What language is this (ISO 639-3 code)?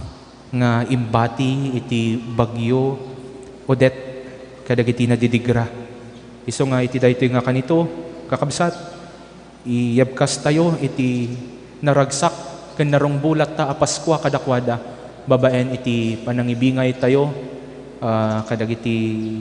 ilo